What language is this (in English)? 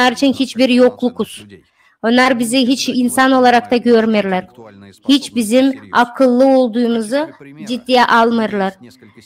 Gagauz